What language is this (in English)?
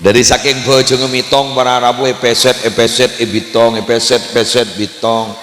Madurese